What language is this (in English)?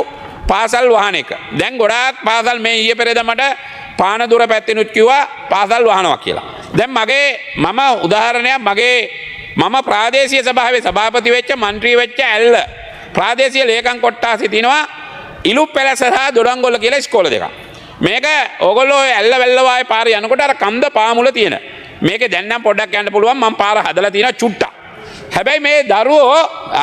Sinhala